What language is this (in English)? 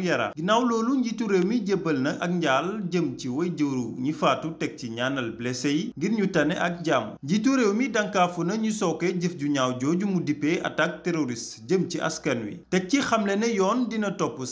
Wolof